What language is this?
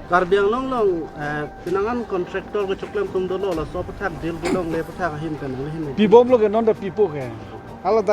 Karbi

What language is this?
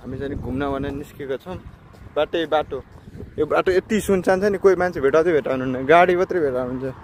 Nepali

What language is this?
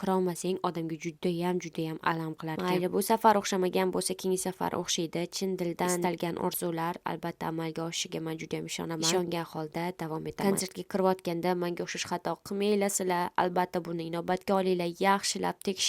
Uzbek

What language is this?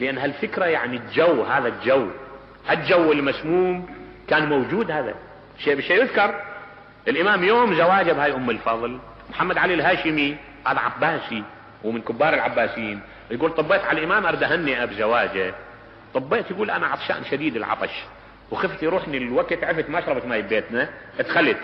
Mesopotamian Arabic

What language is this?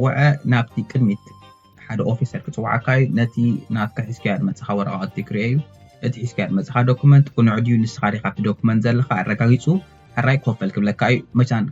Tigrinya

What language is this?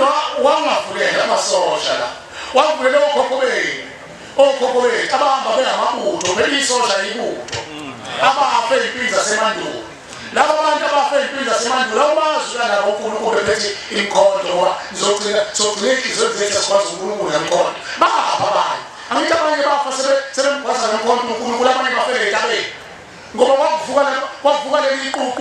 Zulu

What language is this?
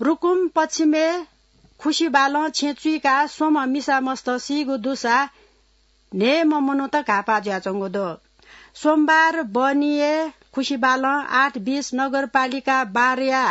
Newari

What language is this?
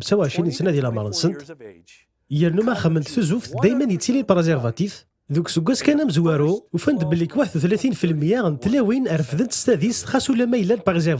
Kabyle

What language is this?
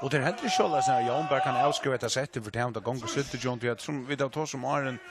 Faroese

